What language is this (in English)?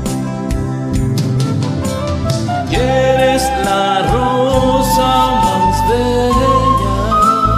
Spanish